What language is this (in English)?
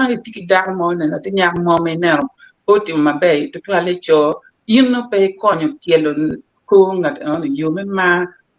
Acoli